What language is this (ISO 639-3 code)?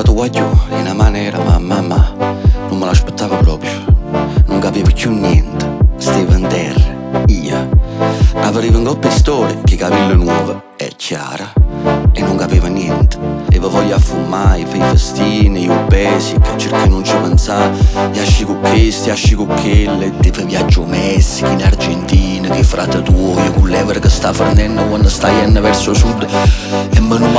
nap